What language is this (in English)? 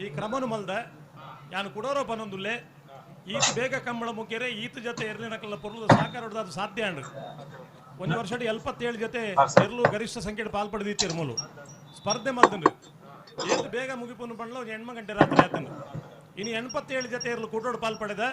Tulu